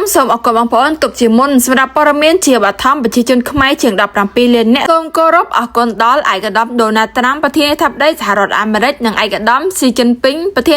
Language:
Khmer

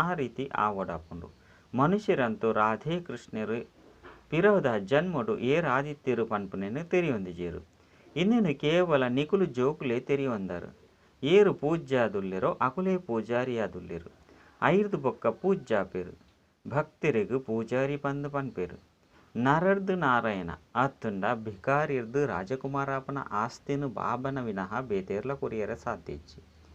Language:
Tulu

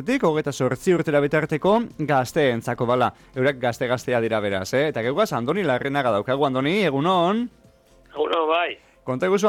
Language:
Basque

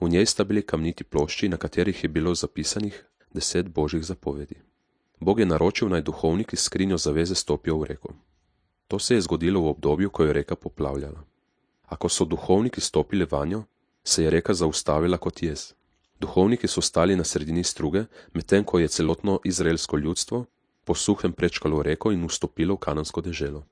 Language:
Slovenian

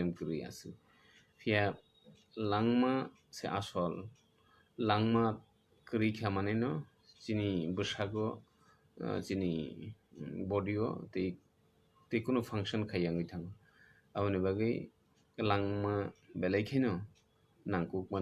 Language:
Kok Borok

